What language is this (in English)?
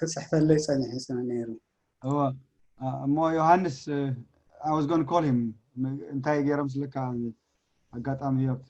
Tigrinya